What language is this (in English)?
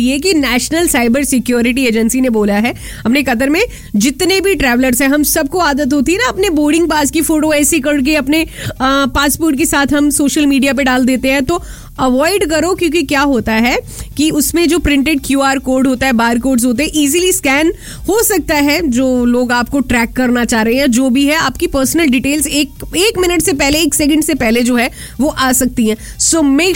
Hindi